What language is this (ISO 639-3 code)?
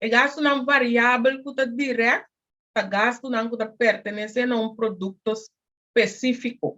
pap